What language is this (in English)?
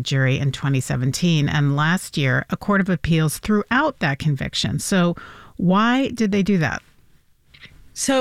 English